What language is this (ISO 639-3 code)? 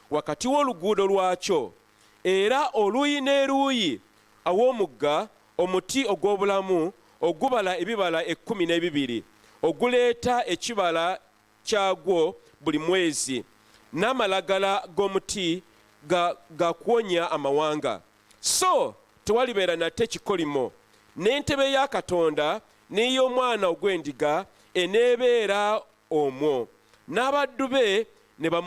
lug